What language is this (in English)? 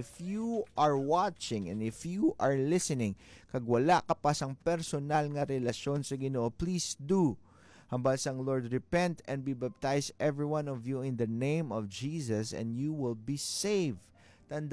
Hiligaynon